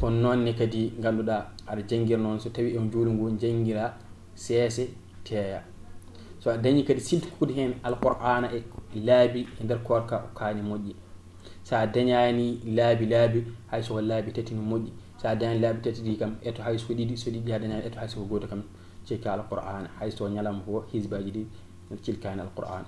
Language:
Fula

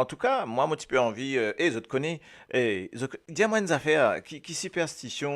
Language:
Morisyen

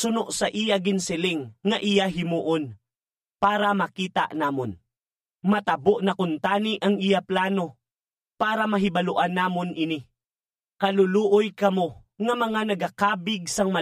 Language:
Hiligaynon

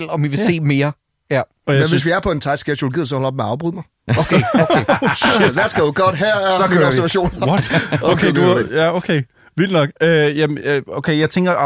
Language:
Danish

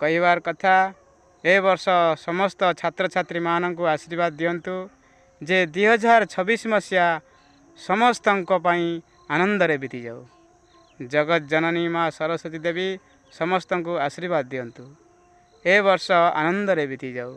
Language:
Odia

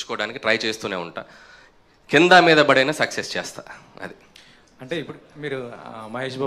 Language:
Telugu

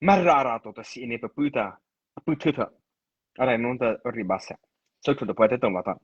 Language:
Mara Chin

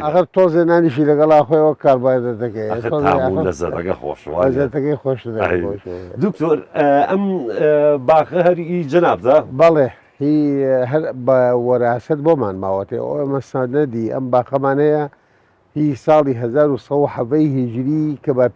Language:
Central Kurdish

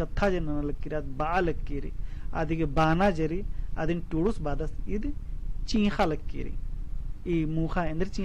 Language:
Kurukh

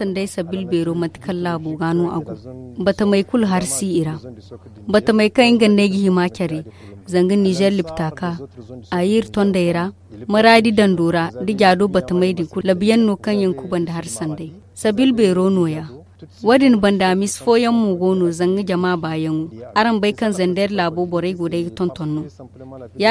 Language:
Zarma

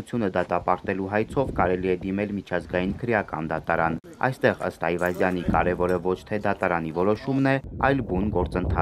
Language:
Armenian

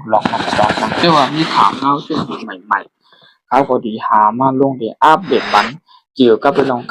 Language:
Shan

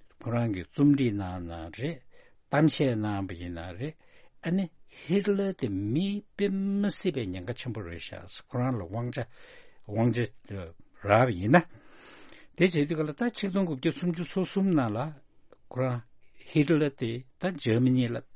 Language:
Tibetan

